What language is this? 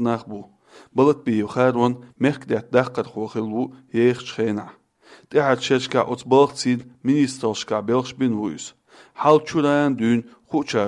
Chechen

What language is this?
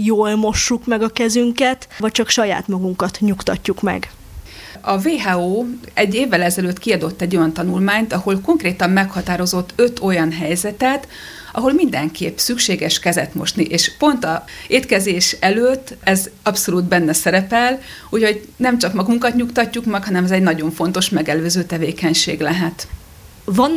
Hungarian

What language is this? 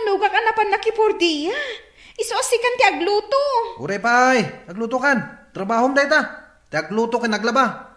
Iloko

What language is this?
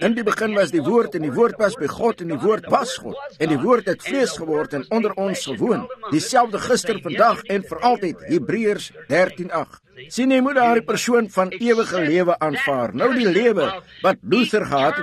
Afrikaans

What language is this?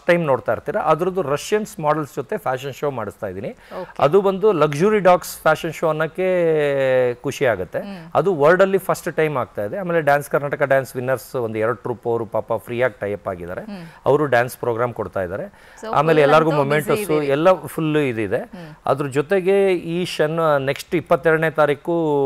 Kannada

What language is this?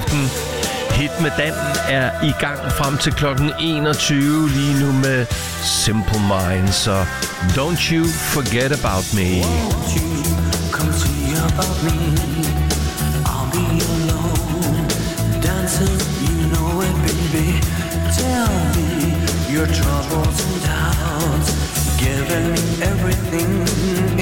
Danish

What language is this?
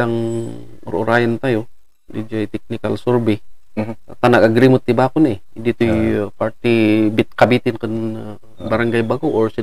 Iloko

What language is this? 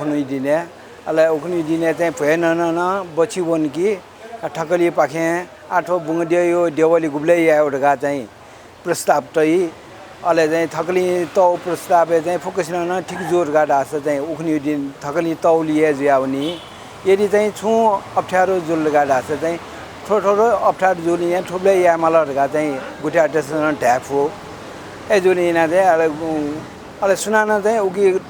Newari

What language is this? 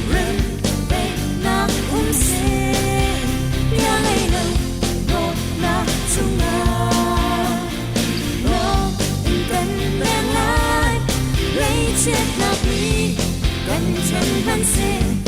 Hakha Chin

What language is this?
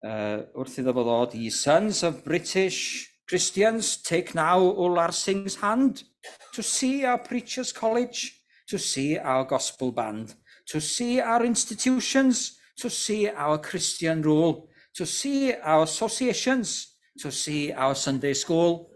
Welsh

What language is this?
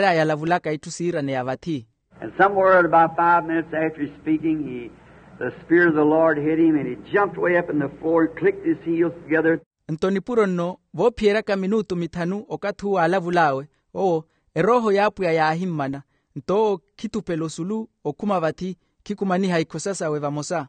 Makhuwa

